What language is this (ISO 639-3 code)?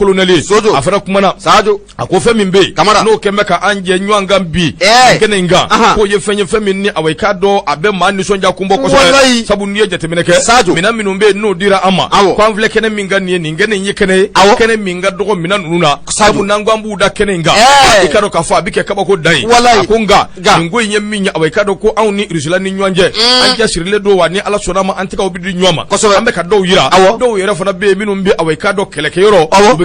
bam